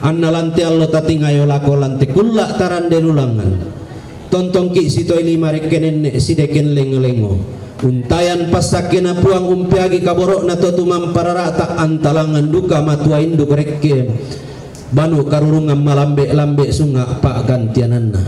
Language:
Toraja-Sa'dan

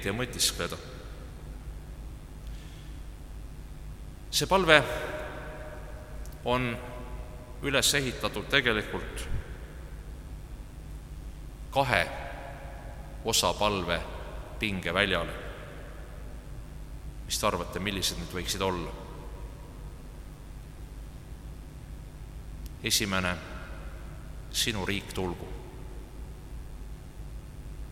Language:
Estonian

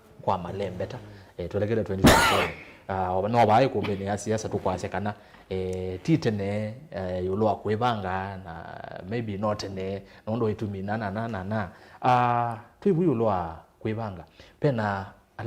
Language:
Kamba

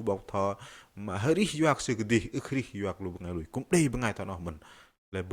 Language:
Bahnar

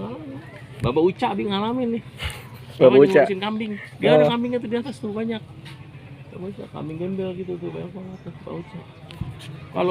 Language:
Betawi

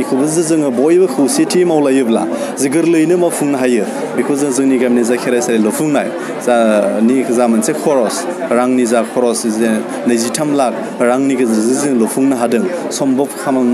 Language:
Bodo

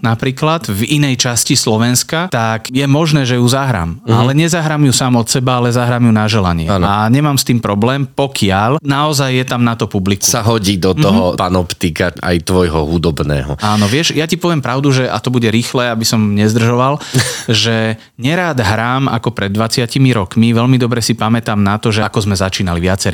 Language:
Slovak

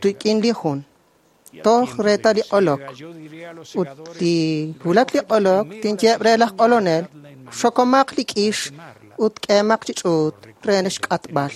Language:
Kekchí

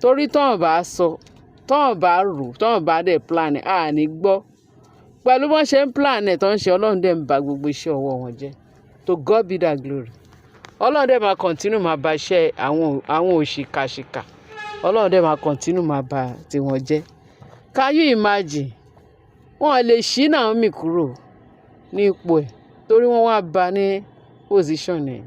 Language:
Yoruba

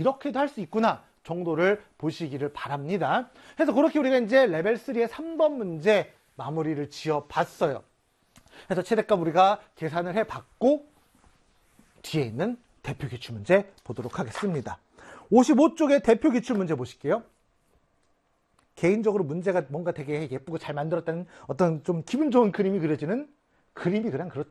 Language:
Korean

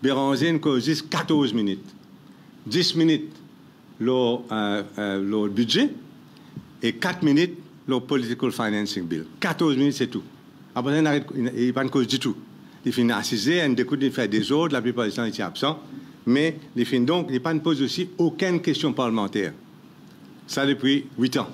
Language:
Morisyen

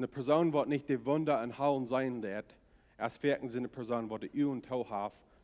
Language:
Plautdietsch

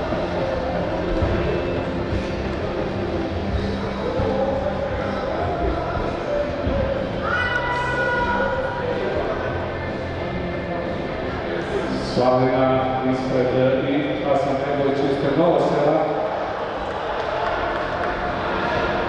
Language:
Croatian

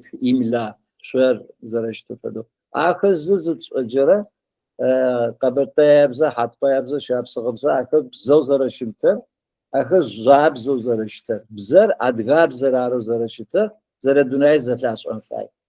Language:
Adyghe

